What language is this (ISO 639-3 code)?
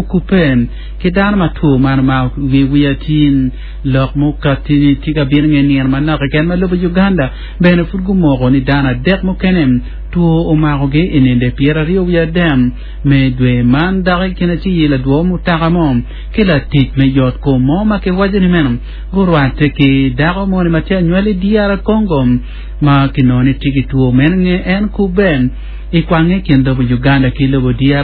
ach